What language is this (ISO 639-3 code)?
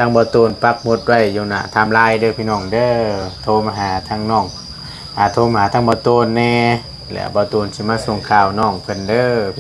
lao